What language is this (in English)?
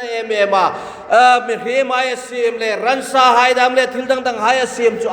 Hmar